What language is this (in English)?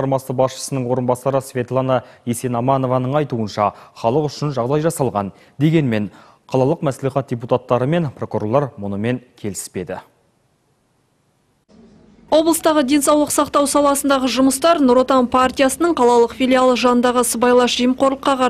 Kazakh